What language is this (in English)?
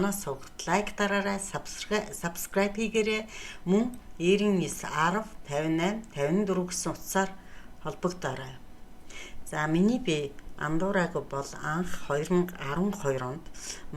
Mongolian